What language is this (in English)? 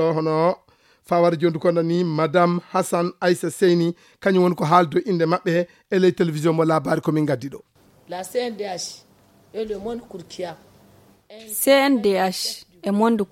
Fula